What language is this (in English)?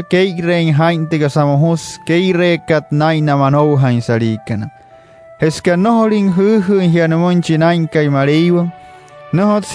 Wayuu